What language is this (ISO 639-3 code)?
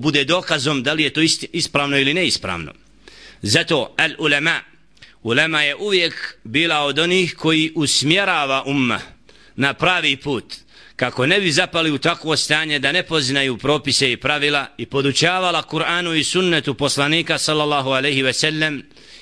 bos